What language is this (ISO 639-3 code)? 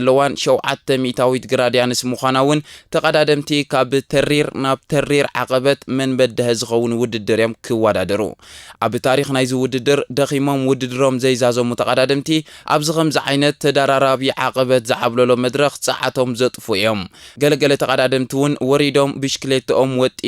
tir